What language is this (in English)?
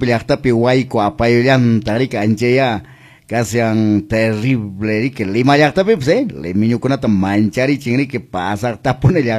Quechua